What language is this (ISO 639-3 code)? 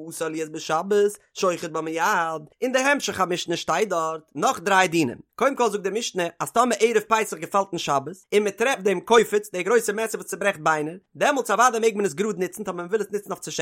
yid